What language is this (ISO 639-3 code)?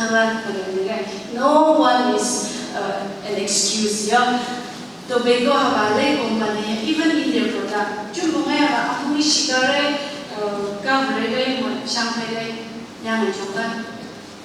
nph